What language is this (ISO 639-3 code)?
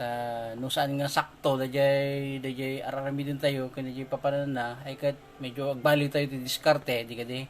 ilo